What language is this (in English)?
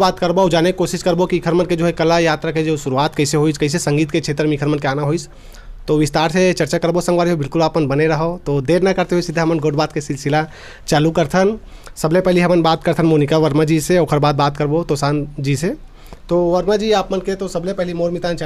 Chhattisgarhi